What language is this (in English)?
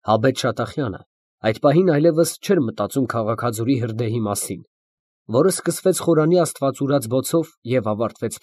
Armenian